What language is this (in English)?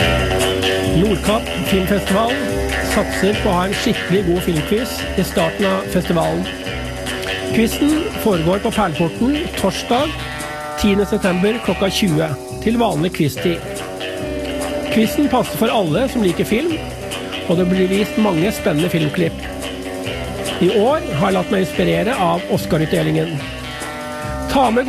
Norwegian